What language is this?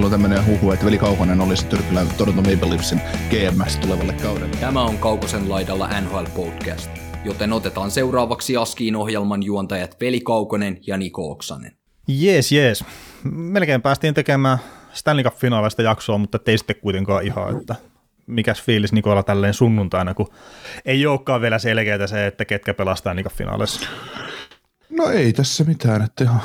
Finnish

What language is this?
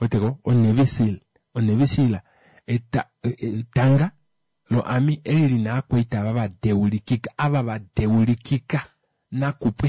Kuanyama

